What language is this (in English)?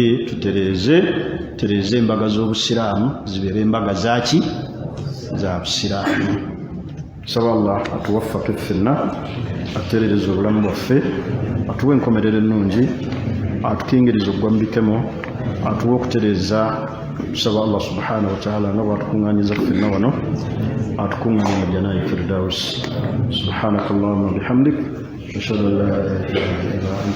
Ganda